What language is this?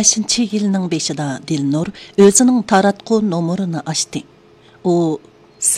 Uyghur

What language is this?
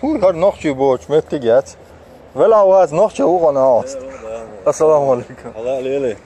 Chechen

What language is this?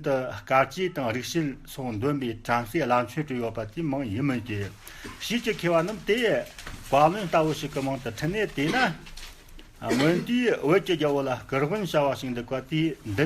Tibetan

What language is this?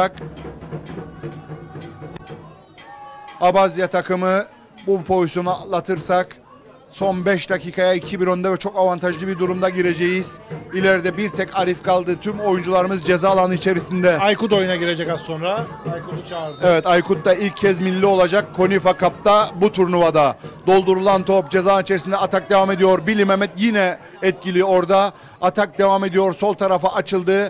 Turkish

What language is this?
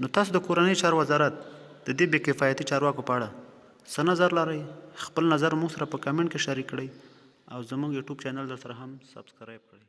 Pashto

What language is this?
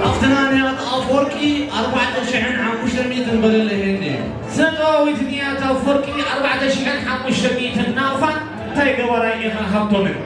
Tigrinya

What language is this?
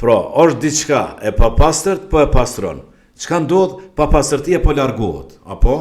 Albanian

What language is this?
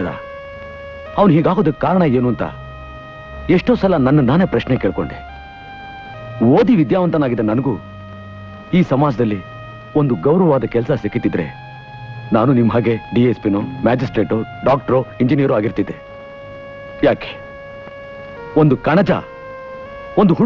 Kannada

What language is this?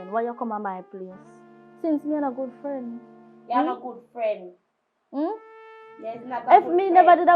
Jamaican Creole English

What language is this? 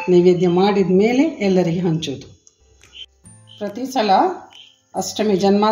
Kannada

